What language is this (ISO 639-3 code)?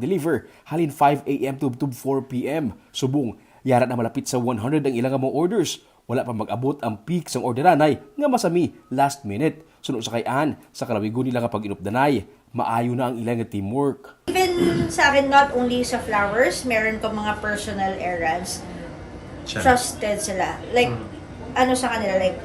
hil